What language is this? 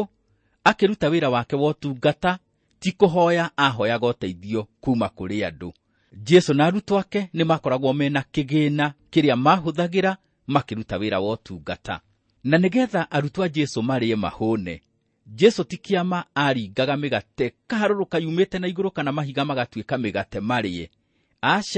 Kikuyu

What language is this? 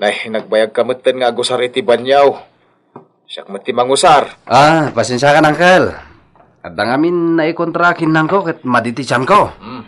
Iloko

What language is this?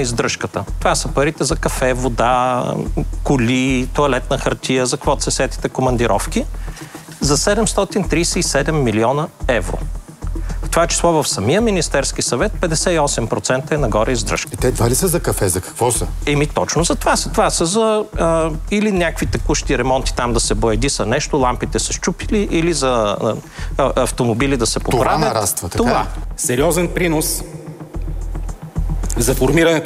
Bulgarian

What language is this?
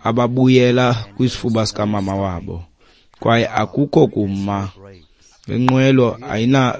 Xhosa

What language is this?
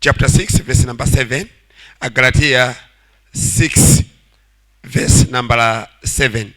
Nyanja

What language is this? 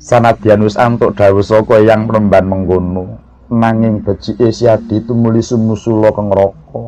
Javanese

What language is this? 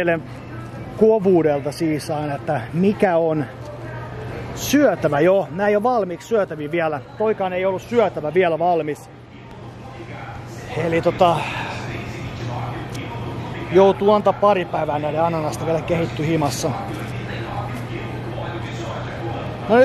Finnish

